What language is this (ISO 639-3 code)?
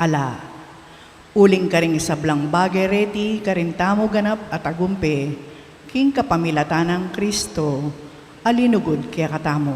pam